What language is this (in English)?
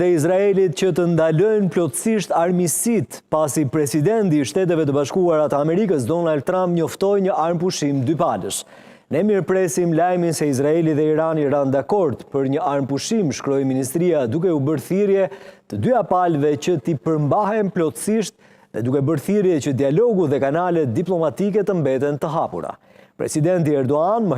Albanian